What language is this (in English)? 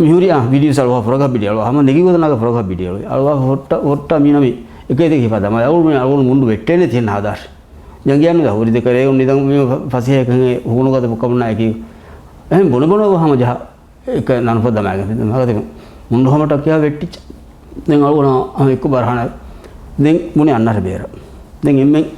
Divehi